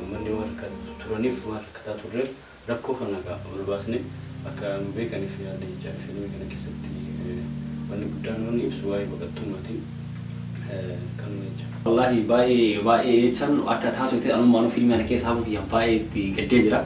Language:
Oromo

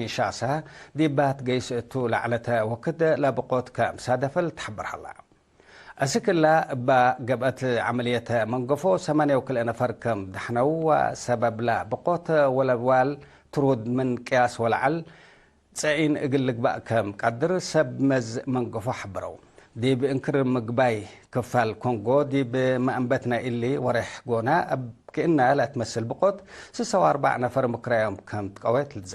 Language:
Tigre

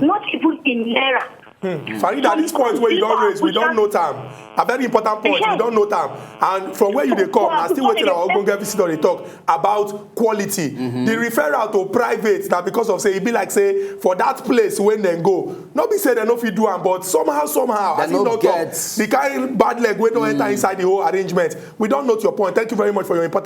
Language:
Nigerian Pidgin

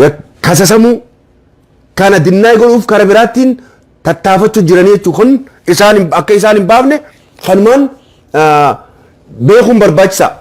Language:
Oromo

